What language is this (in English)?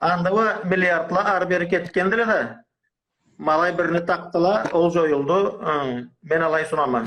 Karachay-Balkar